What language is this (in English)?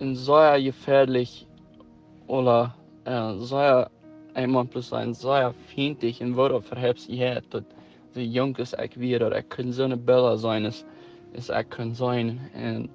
Plautdietsch